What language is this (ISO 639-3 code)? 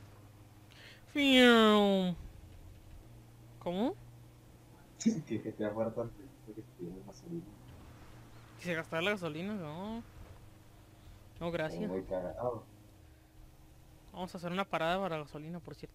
spa